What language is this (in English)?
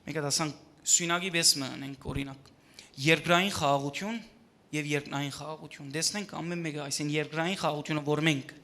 Western Armenian